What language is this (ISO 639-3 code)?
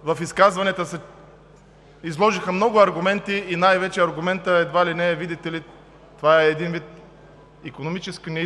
bul